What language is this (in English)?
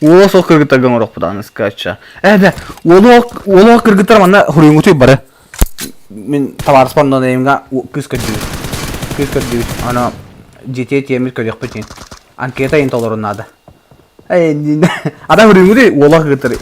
Yakut